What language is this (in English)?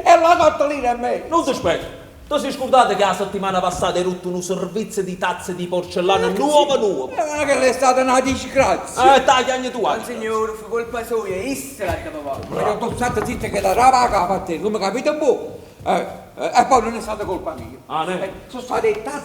Neapolitan